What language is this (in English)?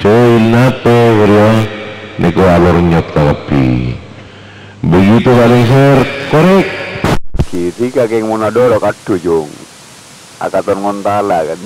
Madurese